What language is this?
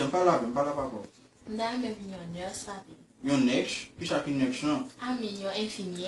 Haitian Creole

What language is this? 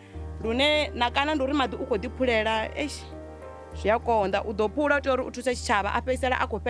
Venda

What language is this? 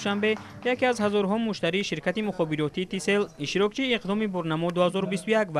Tajik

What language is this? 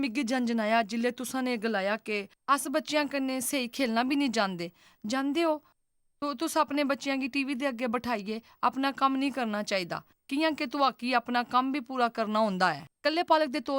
Dogri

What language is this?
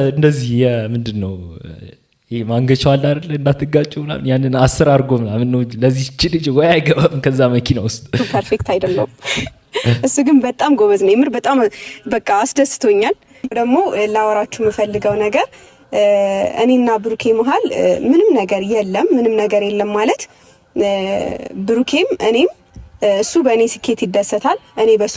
Amharic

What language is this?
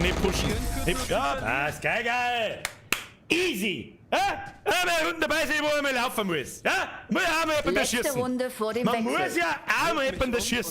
Bavarian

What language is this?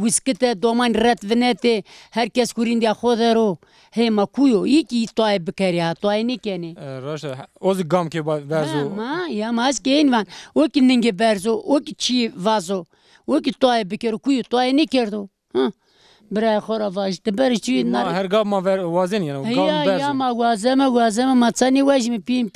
Zaza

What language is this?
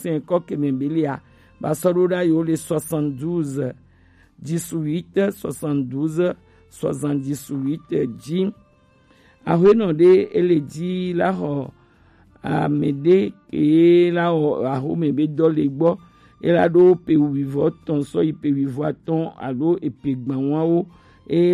Gen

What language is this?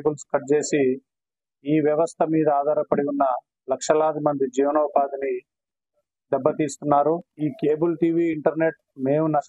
Telugu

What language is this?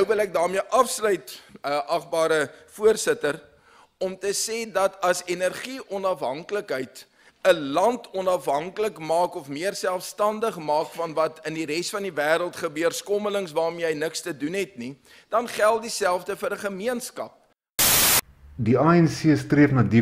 Afrikaans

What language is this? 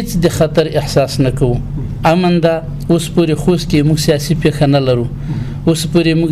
Pashto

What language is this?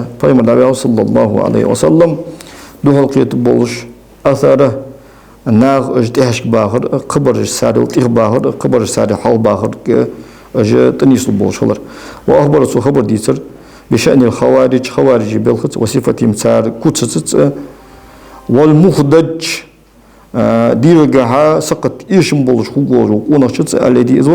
Ingush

